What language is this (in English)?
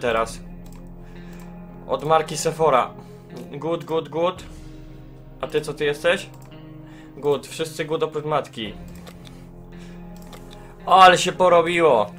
Polish